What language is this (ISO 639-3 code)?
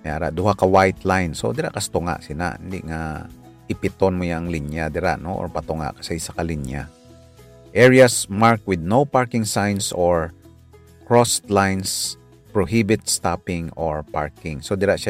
hil